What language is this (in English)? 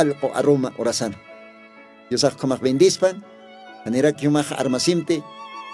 Aymara